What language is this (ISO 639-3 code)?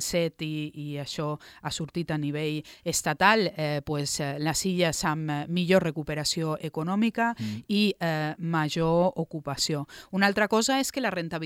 cat